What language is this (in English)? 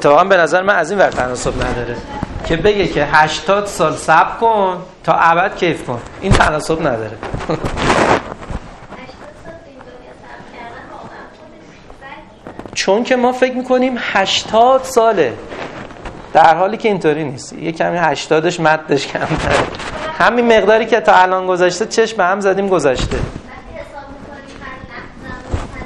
Persian